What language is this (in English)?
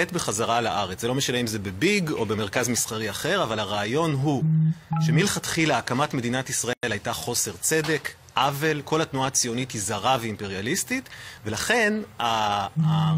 Hebrew